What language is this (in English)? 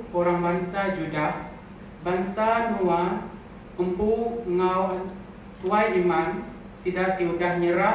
Iban